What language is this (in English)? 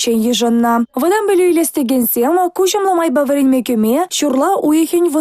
Chuvash